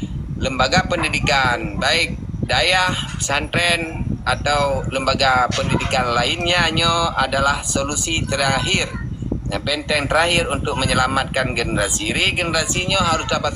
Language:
Achinese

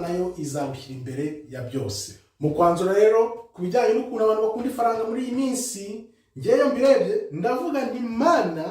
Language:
Kinyarwanda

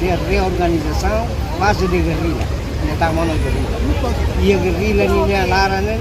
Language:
Tetum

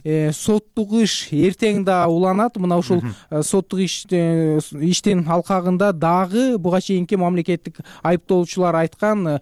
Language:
Kyrgyz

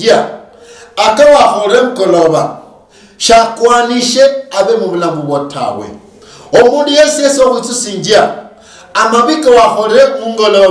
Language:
Luyia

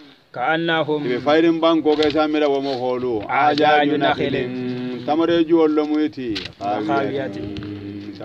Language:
Hausa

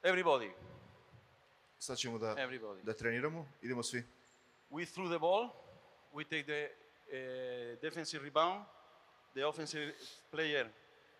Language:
Serbian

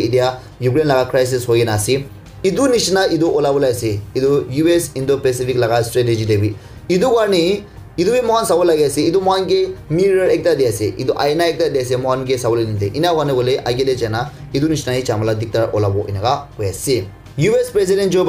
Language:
Naga Pidgin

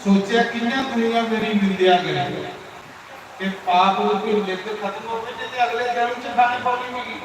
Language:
Dogri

